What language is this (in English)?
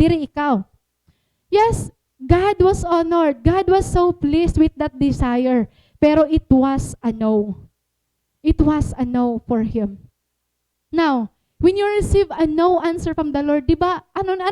Waray